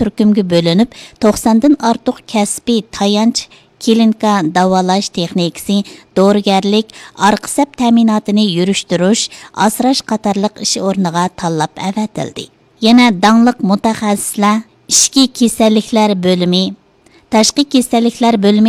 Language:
Uyghur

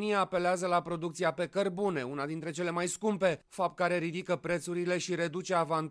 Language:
Romanian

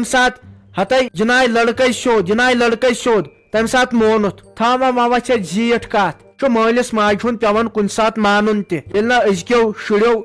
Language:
Kashmiri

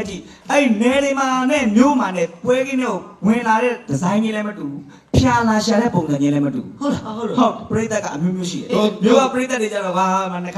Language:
Burmese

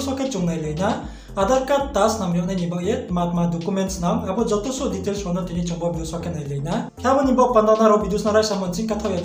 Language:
Riang (India)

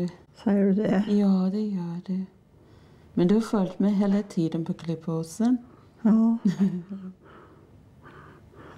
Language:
Swedish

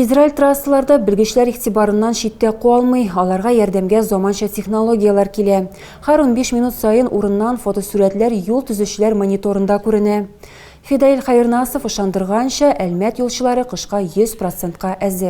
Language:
Tatar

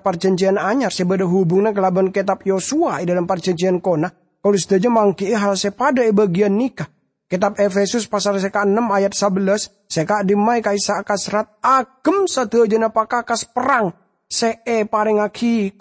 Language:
Madurese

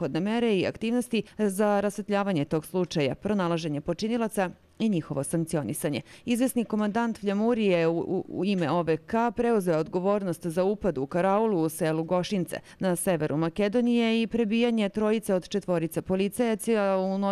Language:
Serbian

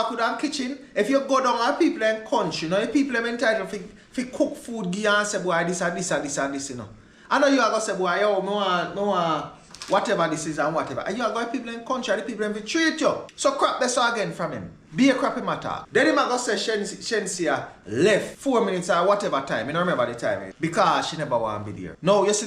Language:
Jamaican Creole English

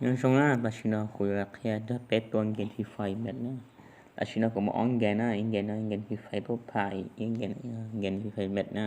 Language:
Hmong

